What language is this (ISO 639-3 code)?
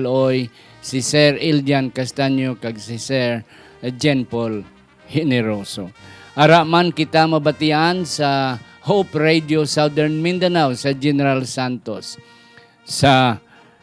hil